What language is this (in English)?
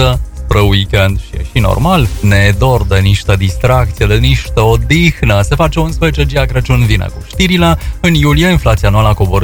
Romanian